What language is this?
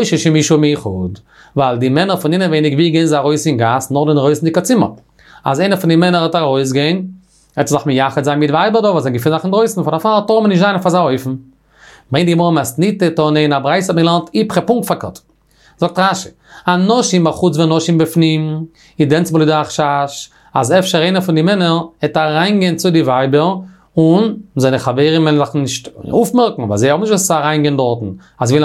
Yiddish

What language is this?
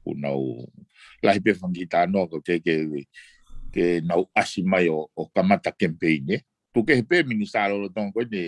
Tongan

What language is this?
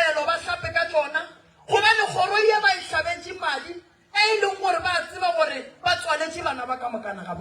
Northern Sotho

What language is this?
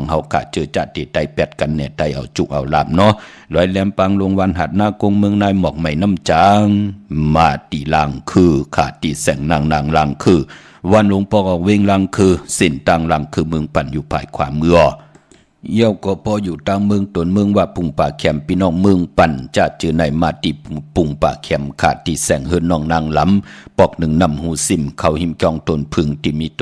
Shan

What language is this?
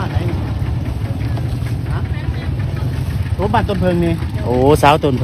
Lao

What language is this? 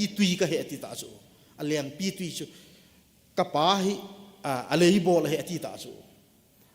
Thado Chin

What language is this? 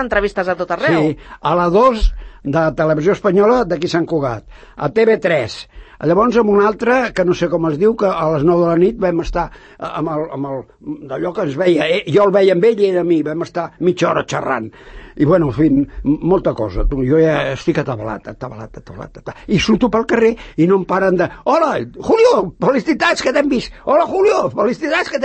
Catalan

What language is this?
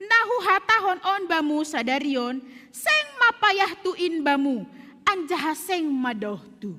Batak Simalungun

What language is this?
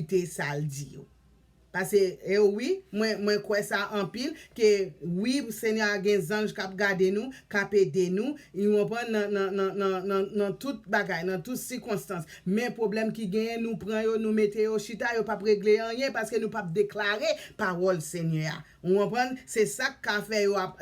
Haitian Creole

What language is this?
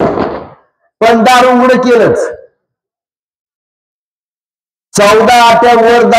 Marathi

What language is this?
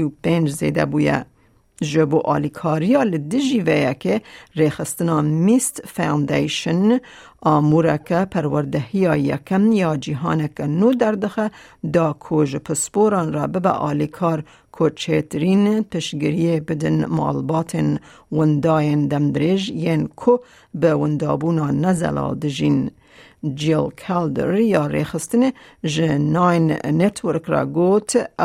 Kurdish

